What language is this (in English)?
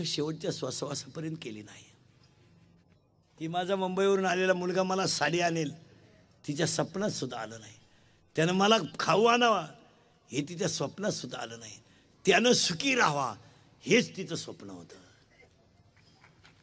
Marathi